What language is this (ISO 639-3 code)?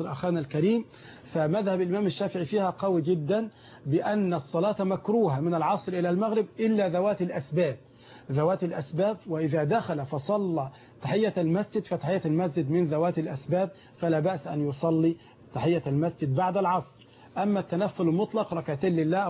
ara